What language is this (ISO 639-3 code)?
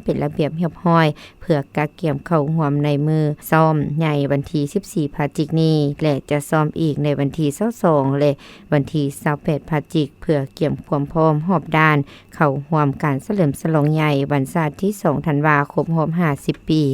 lao